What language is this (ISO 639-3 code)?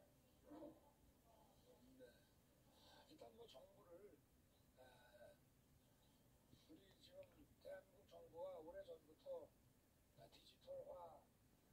kor